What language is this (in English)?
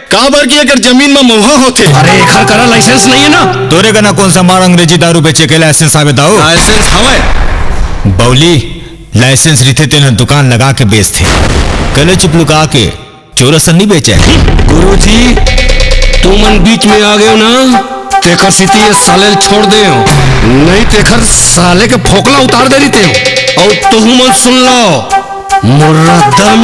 Chhattisgarhi